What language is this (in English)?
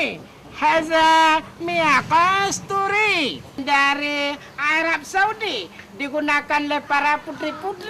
Achinese